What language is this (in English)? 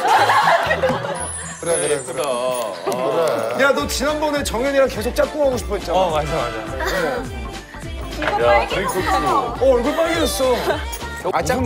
Korean